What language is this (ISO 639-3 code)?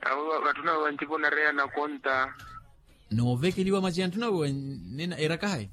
vmw